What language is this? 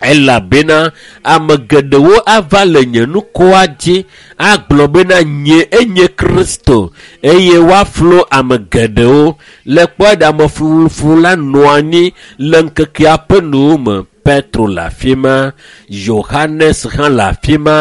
Ewe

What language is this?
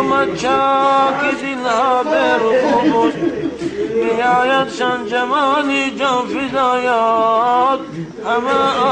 Tajik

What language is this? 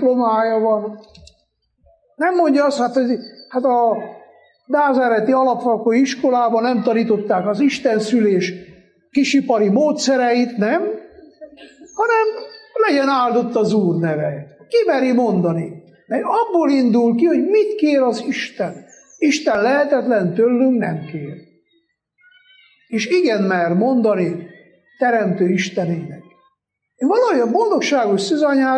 Hungarian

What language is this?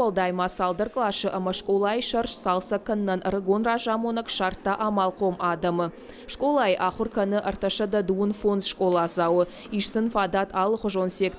Ossetic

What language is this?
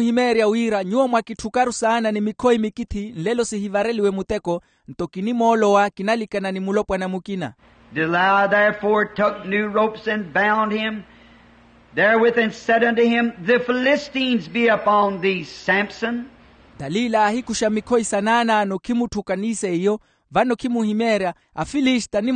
Makhuwa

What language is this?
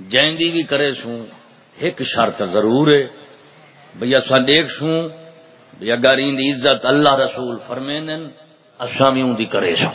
Saraiki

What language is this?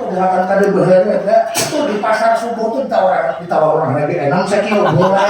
Banjar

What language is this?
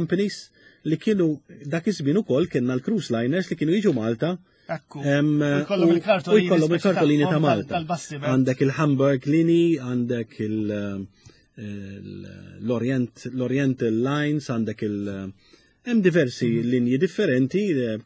Maltese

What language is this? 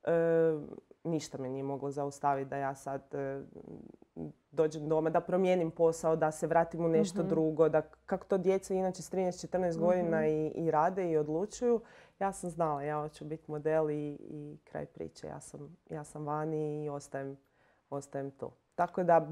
Croatian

